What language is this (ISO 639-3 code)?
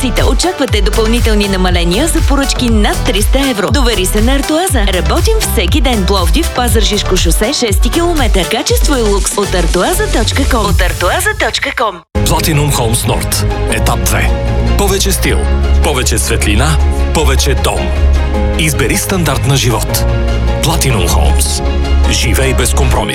bul